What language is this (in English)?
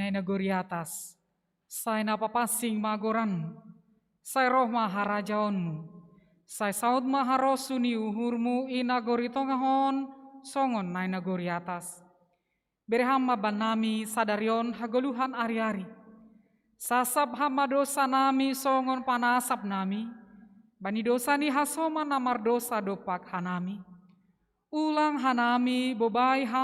Batak Simalungun